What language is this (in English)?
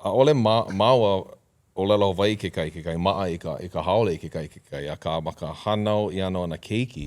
Hawaiian